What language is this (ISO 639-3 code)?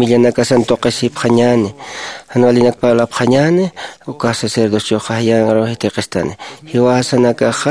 aym